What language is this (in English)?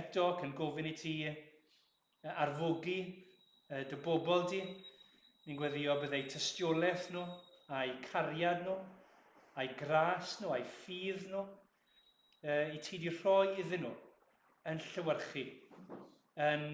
Welsh